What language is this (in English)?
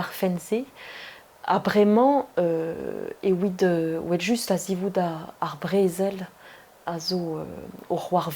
Breton